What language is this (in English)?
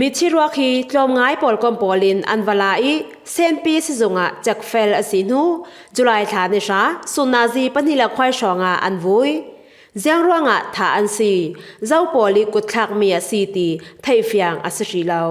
Falam Chin